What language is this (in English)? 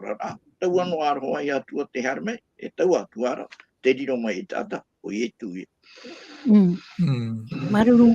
Tahitian